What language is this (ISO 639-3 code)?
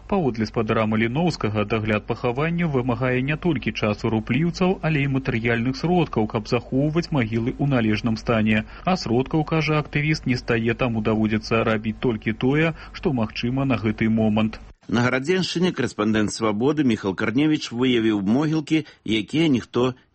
bel